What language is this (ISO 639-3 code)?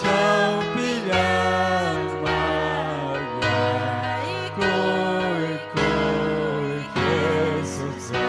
quy